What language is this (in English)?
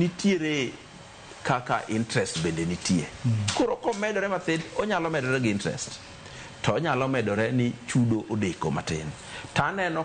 Luo (Kenya and Tanzania)